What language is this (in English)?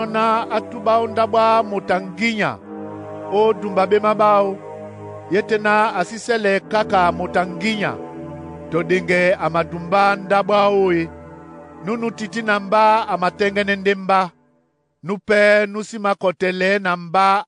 Duala